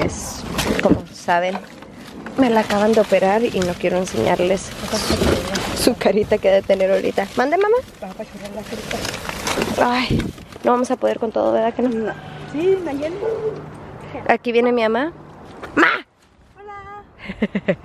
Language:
Spanish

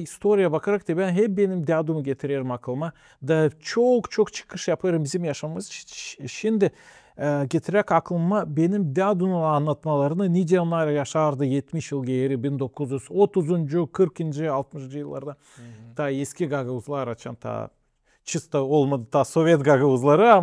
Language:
Gagauz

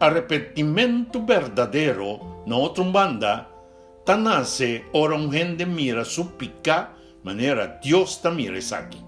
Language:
Papiamento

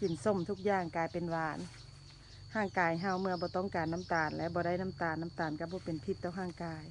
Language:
Lao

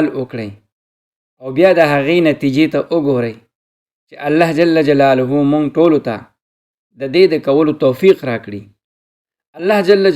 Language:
Pashto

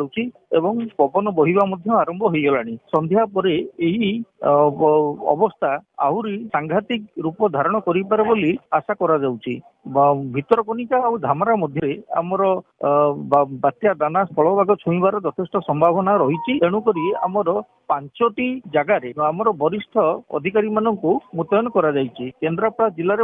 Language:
Odia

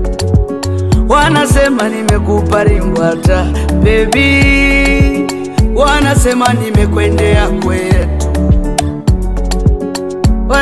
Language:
Swahili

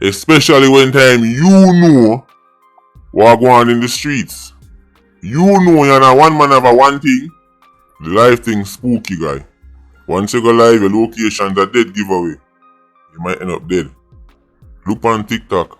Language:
Jamaican Creole English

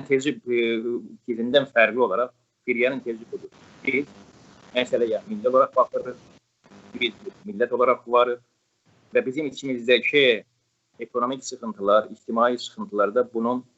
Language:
South Azerbaijani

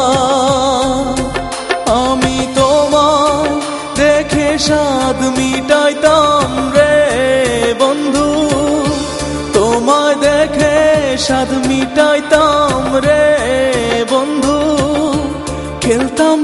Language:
Bangla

